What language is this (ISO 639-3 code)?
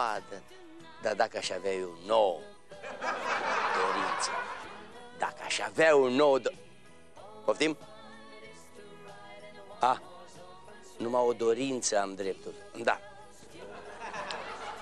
ron